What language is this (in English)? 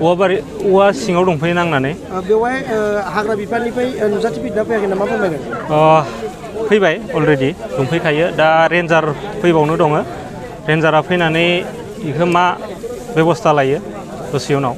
Bodo